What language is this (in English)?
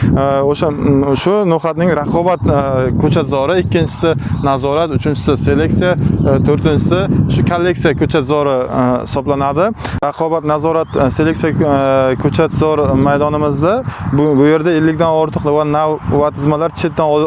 Uzbek